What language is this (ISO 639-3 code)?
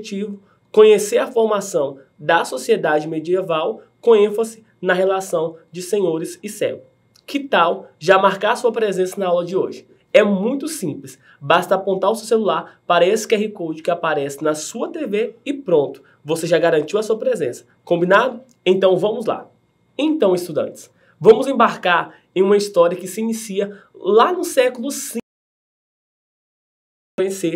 por